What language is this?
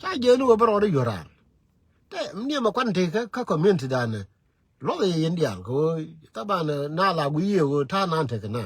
Nuer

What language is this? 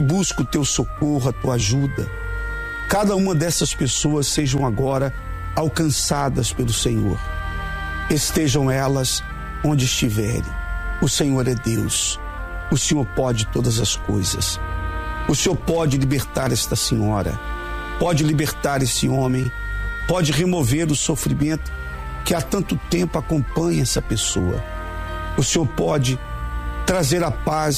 Portuguese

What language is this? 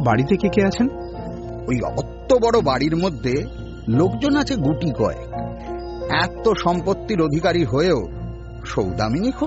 Bangla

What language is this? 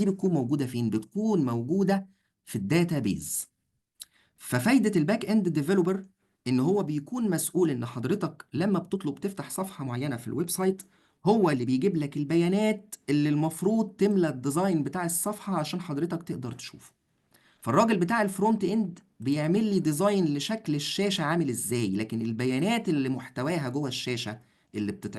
Egyptian Arabic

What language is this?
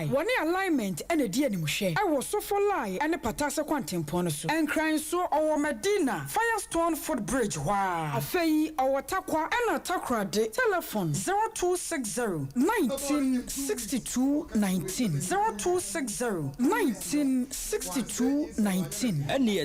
Akan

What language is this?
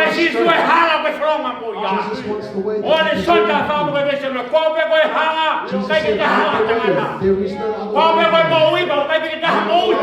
Tongan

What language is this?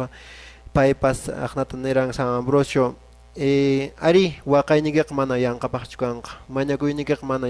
Quechua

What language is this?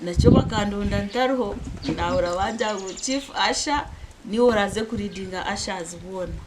Nyankole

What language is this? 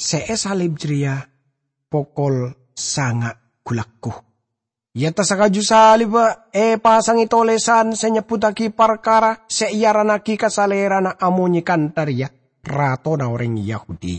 Madurese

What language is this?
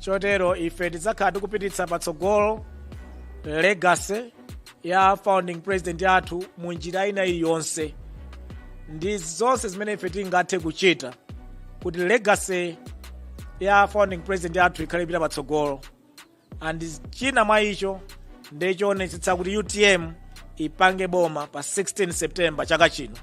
Nyanja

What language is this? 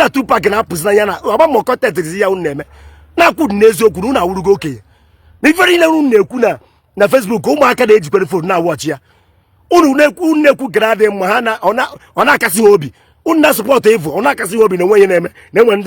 Igbo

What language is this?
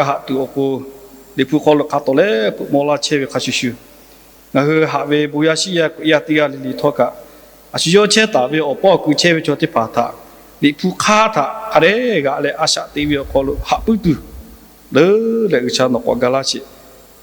Lahu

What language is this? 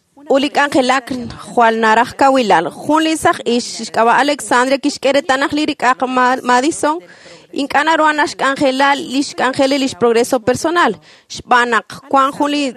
Kekchí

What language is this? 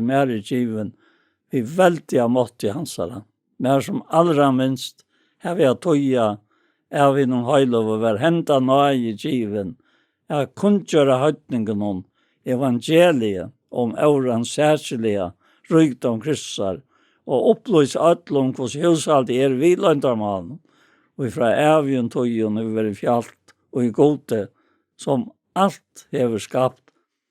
Faroese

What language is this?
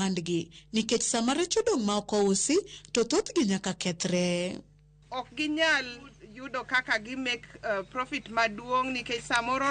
Luo (Kenya and Tanzania)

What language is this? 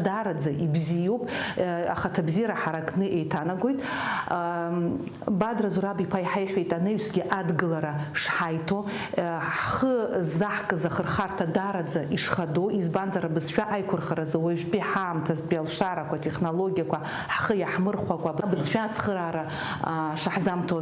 Abkhazian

